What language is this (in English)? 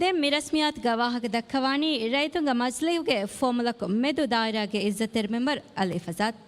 Divehi